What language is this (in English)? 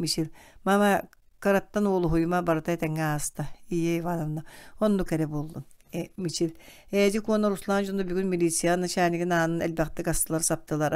Yakut